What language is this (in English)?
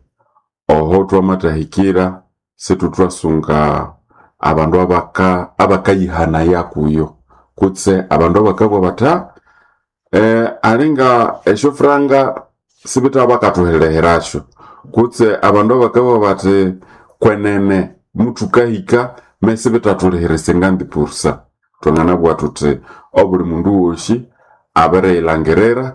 Nande